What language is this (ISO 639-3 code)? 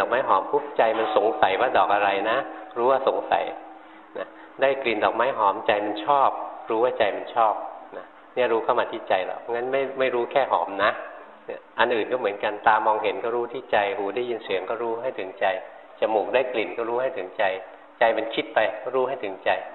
tha